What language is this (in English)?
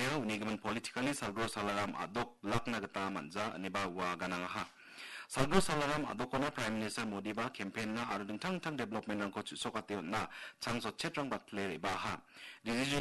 Garo